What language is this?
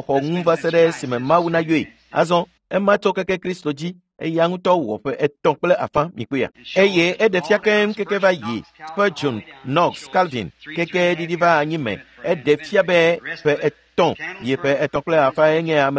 Ewe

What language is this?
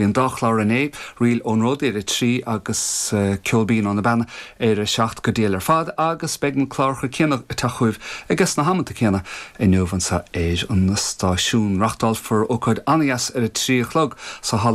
Irish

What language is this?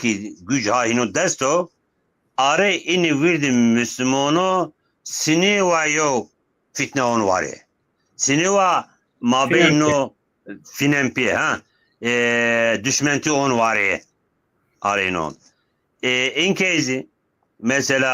Zaza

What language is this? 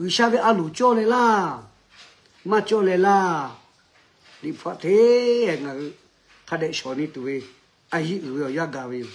Lahu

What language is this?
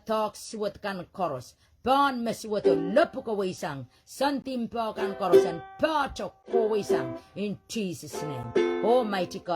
Pohnpeian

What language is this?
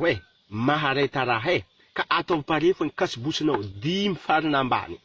Malagasy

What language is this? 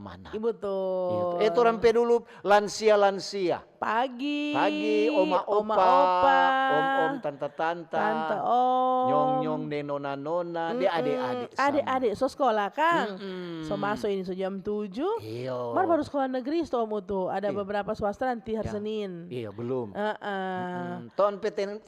Manado Malay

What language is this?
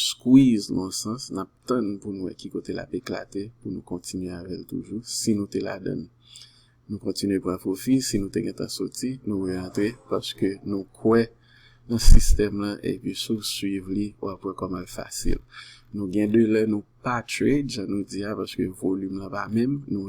Haitian Creole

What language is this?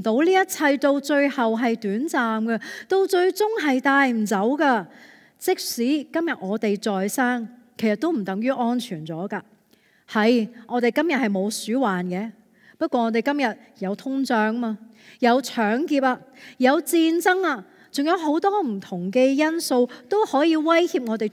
Cantonese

